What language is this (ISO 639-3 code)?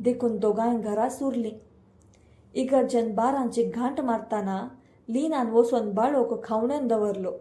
kok